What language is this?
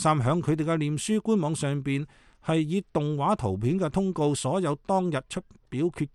Cantonese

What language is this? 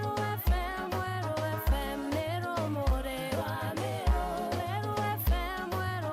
Meru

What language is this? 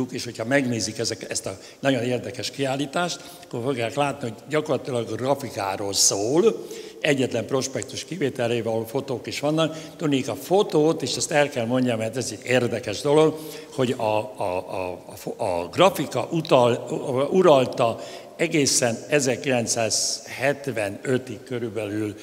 Hungarian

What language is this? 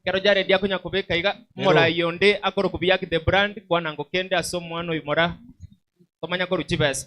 Gusii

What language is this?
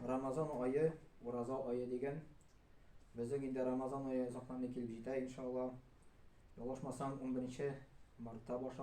Tatar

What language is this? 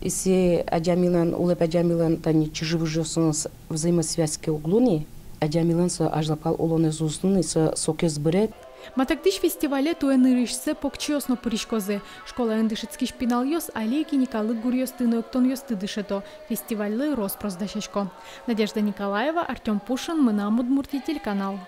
Udmurt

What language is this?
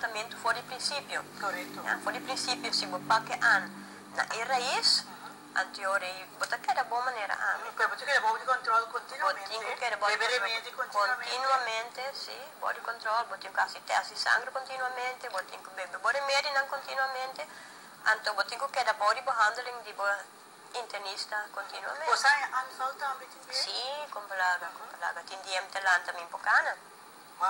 Papiamento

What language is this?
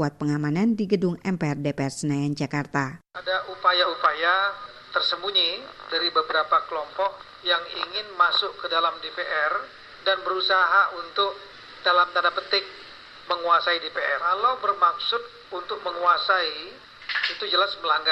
Indonesian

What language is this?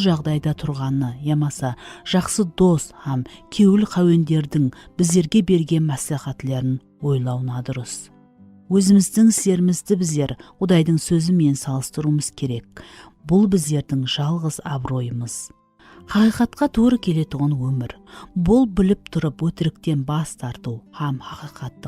Kara-Kalpak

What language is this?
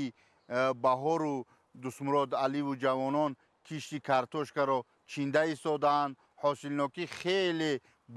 Tajik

